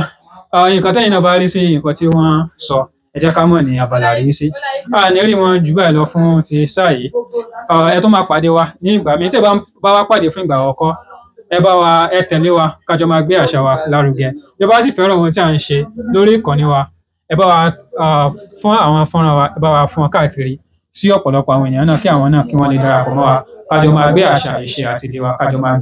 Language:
Yoruba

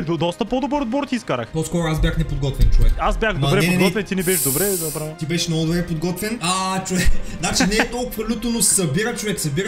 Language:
Bulgarian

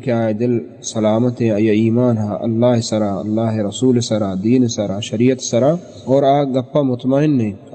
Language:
Baluchi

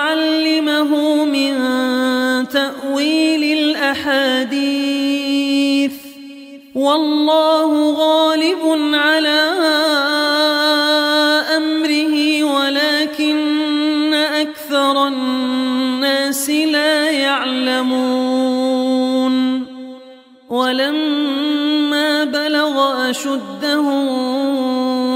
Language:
Arabic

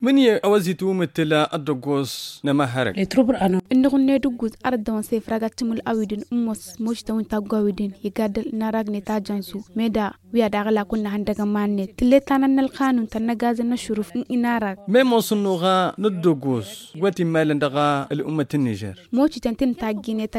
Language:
Tamasheq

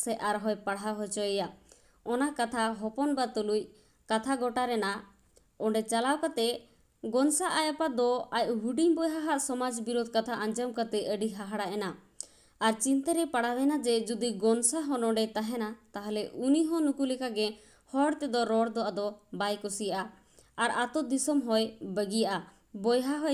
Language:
Santali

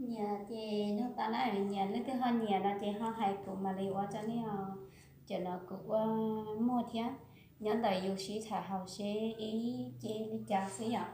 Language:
Hmong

